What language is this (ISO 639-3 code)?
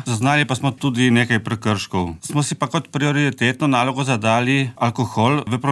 slv